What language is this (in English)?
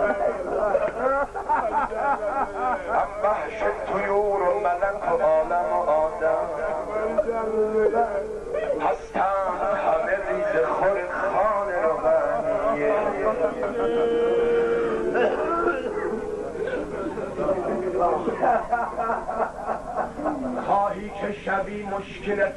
Persian